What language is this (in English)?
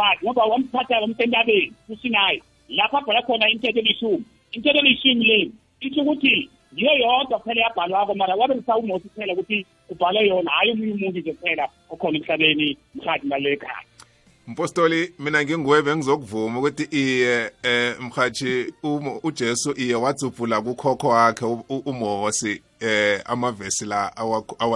South Ndebele